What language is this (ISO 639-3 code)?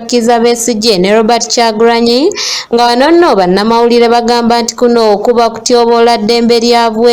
lug